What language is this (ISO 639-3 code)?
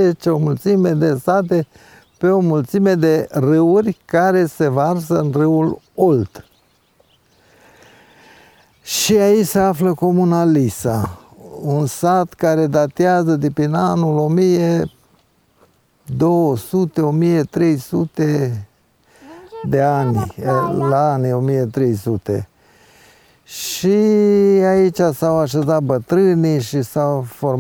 ron